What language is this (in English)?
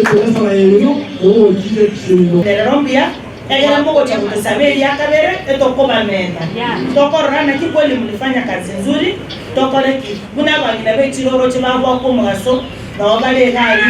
Gusii